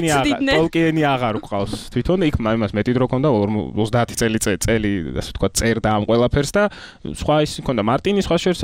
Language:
Georgian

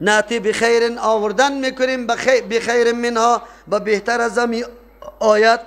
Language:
Persian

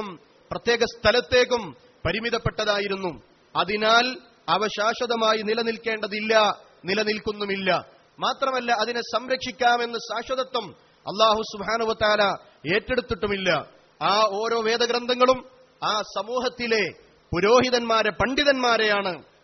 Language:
Malayalam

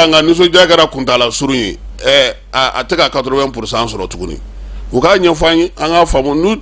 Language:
Bambara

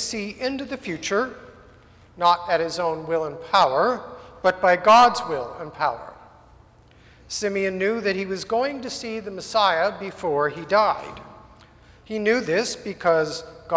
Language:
English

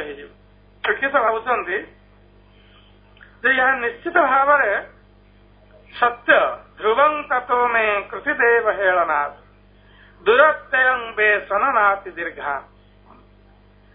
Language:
Odia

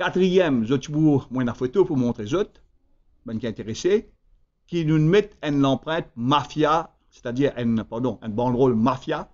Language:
Morisyen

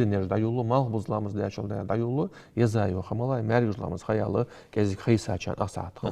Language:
Ingush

